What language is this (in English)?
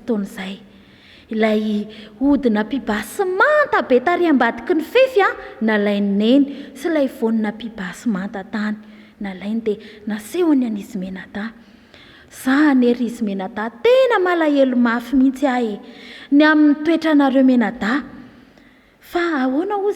Malagasy